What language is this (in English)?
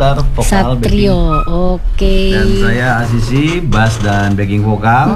Indonesian